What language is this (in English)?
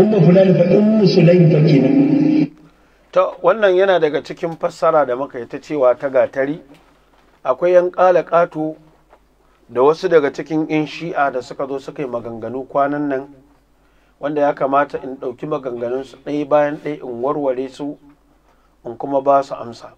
Hausa